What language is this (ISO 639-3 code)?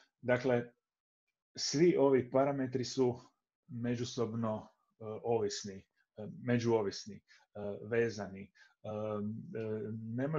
hrv